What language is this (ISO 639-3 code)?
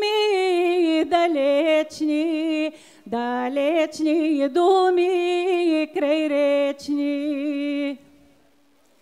bul